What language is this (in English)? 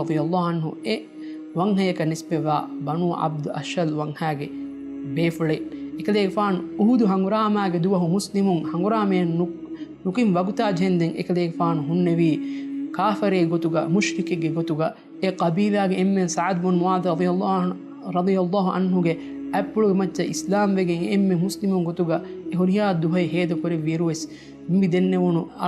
Divehi